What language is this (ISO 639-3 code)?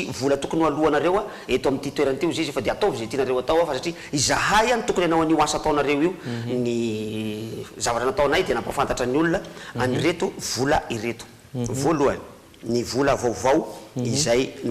mlg